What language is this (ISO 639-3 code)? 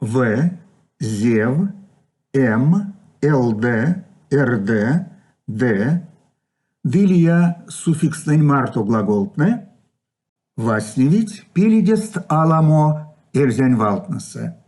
myv